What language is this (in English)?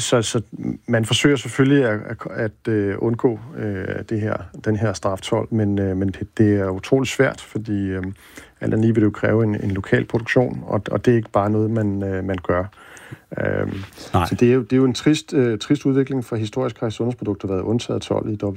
Danish